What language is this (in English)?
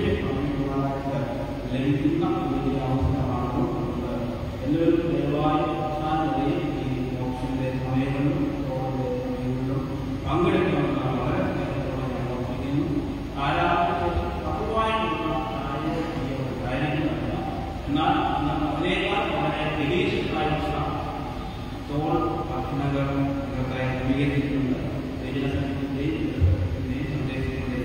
Malayalam